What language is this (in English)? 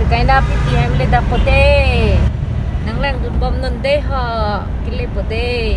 Karbi